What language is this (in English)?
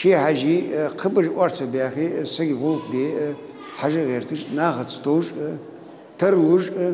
Ingush